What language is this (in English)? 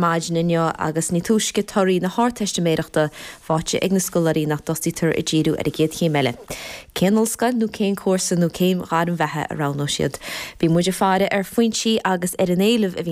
Irish